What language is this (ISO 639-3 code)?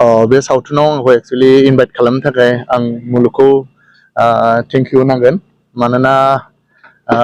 brx